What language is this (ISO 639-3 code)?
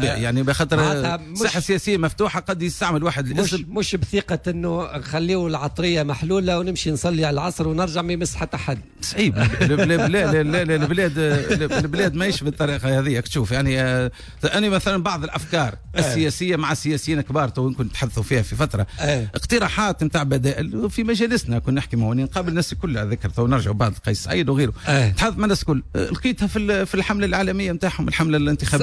aeb